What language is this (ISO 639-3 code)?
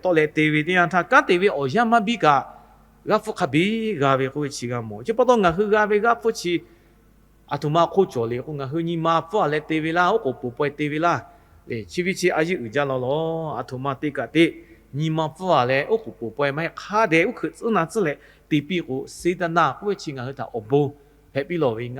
lhu